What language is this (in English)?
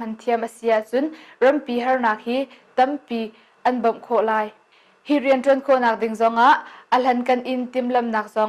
Hakha Chin